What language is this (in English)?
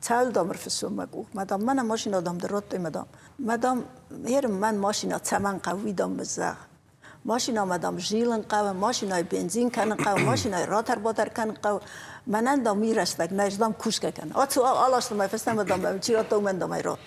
Ossetic